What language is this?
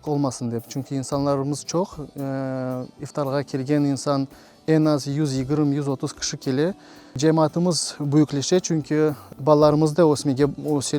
Crimean Tatar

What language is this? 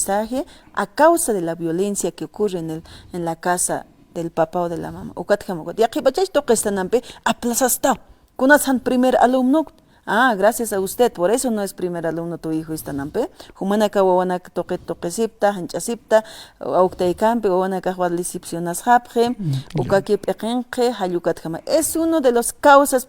Aymara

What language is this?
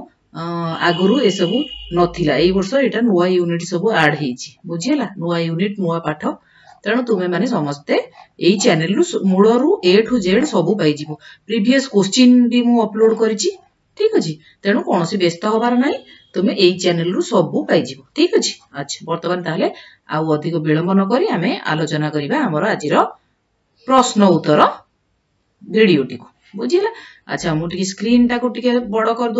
Odia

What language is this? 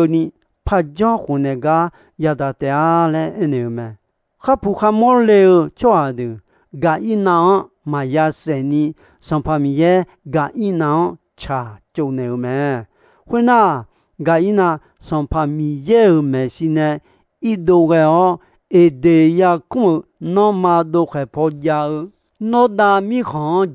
Akha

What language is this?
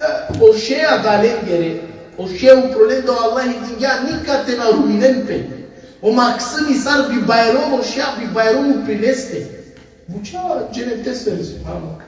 Balkan Romani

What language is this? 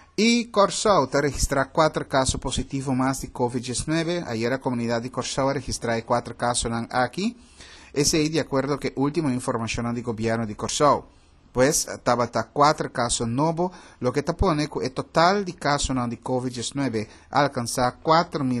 Papiamento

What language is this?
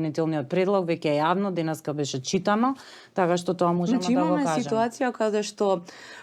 Macedonian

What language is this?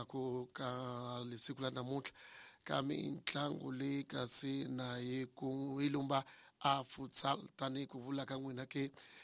Tsonga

